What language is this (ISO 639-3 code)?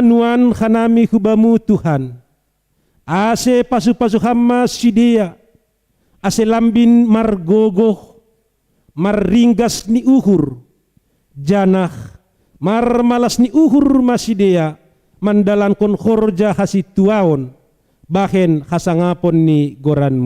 bts